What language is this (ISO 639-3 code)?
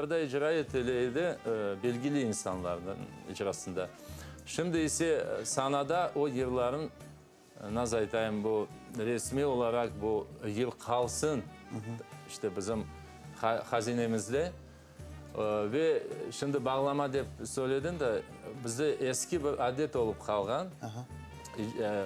crh